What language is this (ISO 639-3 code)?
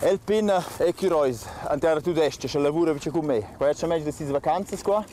roh